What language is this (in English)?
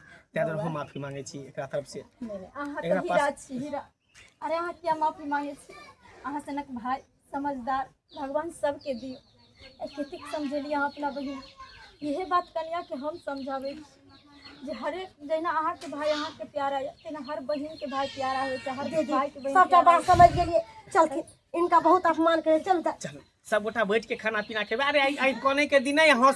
Maithili